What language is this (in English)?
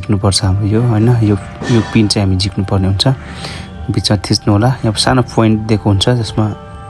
Nepali